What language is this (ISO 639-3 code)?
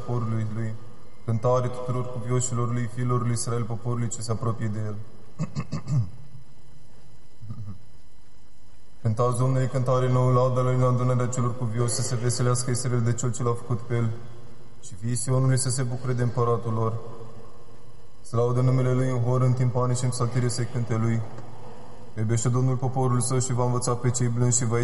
ron